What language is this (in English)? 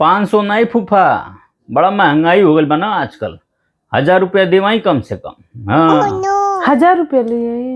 Bhojpuri